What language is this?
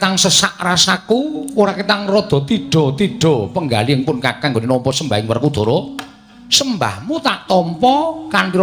Javanese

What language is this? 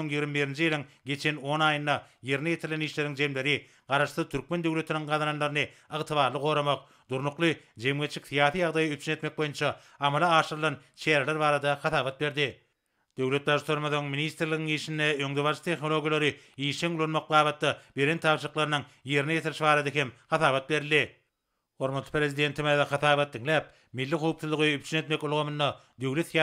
Turkmen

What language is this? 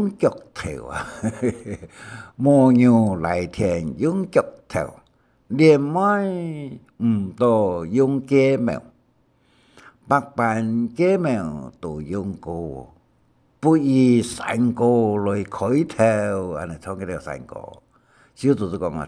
Hakka Chinese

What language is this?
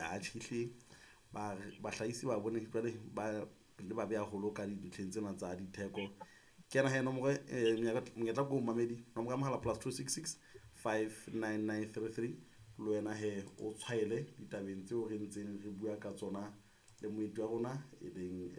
Southern Sotho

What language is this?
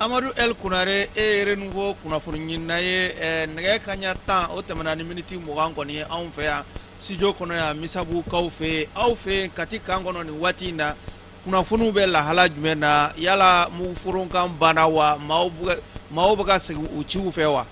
Bambara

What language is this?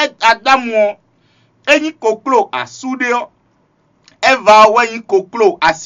Fon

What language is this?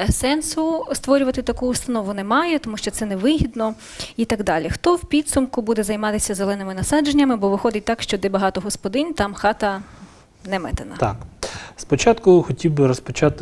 Ukrainian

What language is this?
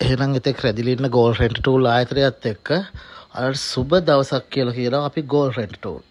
Sinhala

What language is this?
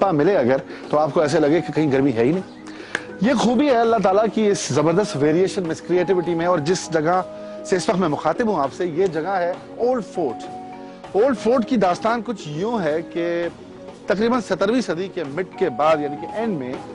Urdu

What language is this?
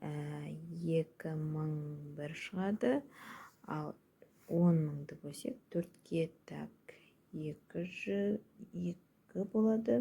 Kazakh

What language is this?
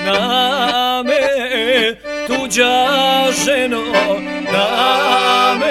Bosnian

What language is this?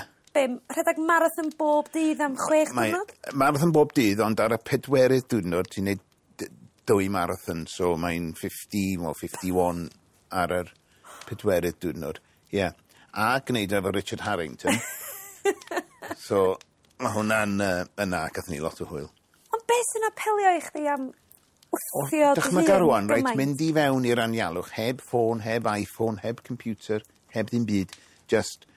Welsh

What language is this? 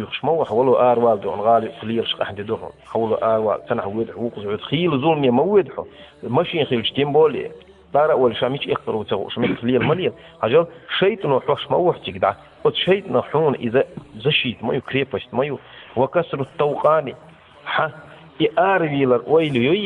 Chechen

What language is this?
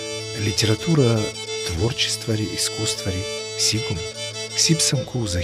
Kabardian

